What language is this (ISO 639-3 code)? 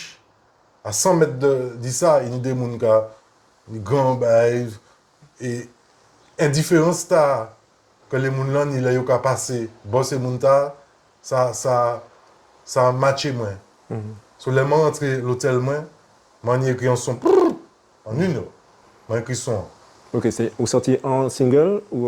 gcf